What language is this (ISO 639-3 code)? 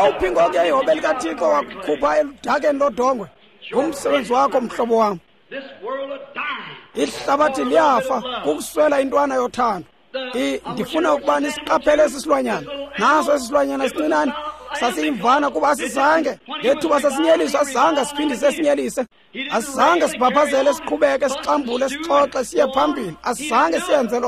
xho